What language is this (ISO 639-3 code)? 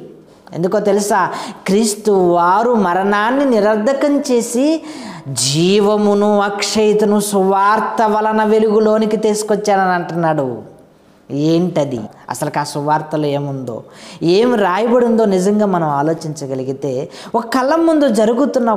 tel